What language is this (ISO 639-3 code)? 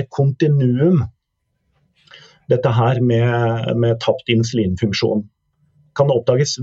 nor